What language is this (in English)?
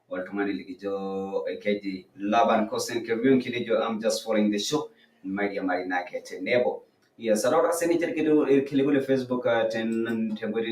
Masai